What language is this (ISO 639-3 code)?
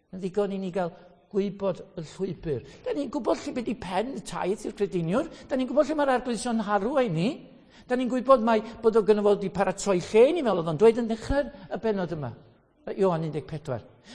cym